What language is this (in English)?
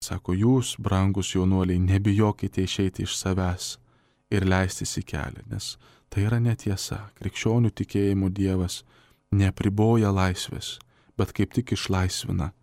Lithuanian